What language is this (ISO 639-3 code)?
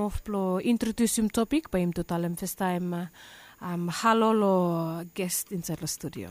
bis